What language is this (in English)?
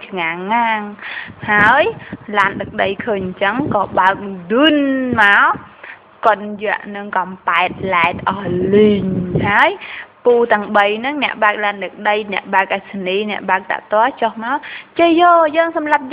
Khmer